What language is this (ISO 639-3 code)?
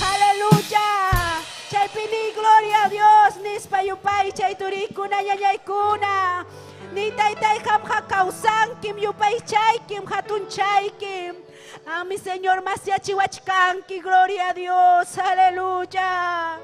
quy